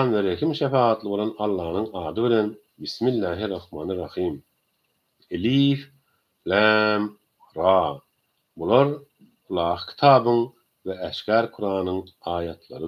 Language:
Turkmen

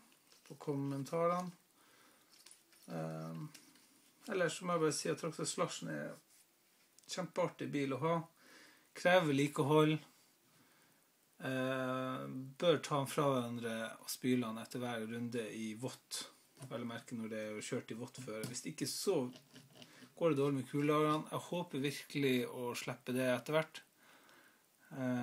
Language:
Norwegian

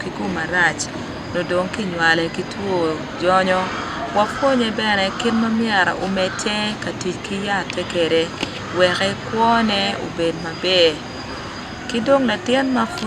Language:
Acoli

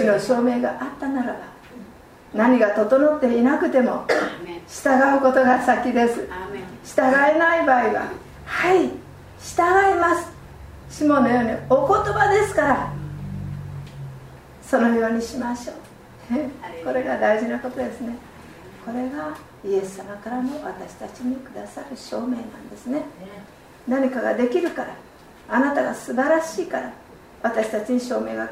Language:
Japanese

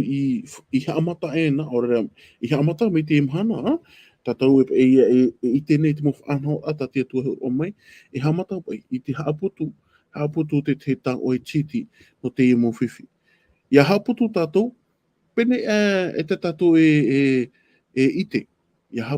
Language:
Tahitian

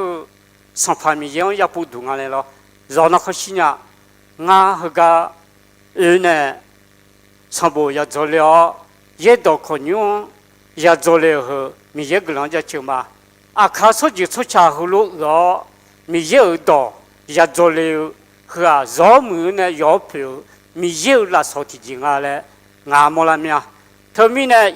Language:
Akha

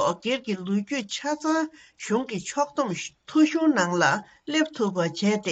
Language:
Tibetan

